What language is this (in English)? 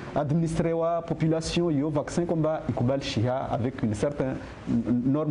Ngazidja Comorian